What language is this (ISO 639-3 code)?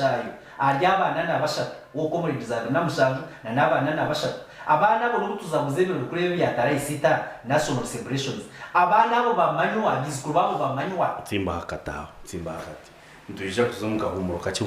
nyn